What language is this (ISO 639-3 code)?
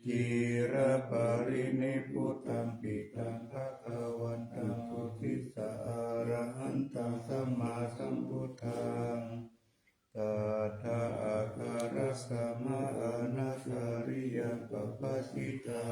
pli